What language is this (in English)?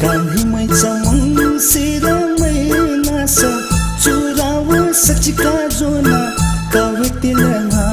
Newari